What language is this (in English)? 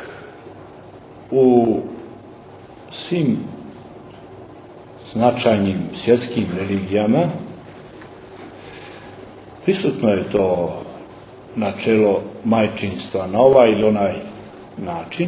Serbian